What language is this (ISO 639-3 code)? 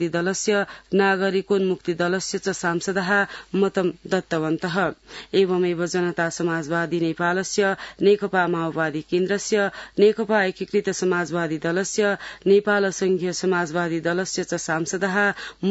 san